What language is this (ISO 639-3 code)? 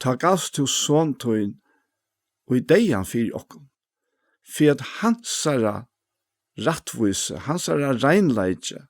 fao